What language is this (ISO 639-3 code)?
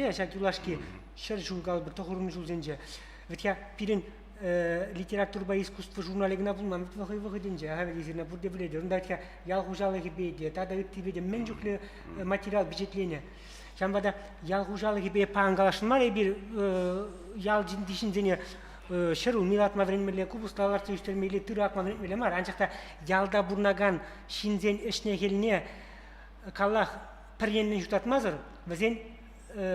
chv